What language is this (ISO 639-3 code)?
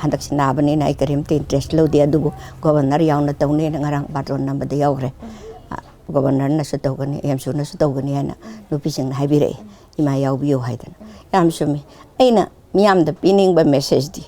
mni